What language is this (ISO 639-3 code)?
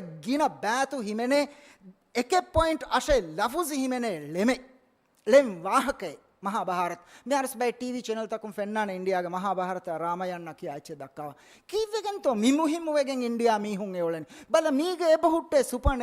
div